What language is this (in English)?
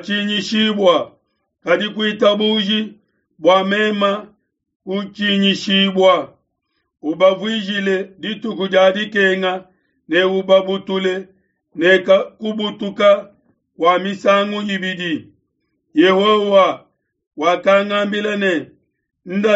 Luba-Lulua